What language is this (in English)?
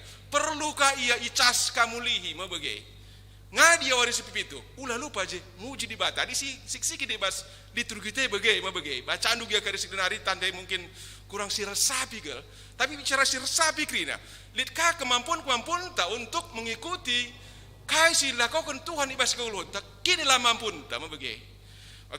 Batak Karo